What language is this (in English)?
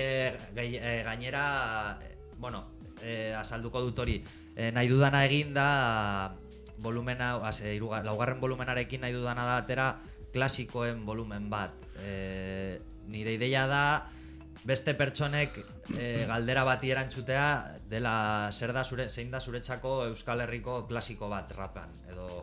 Basque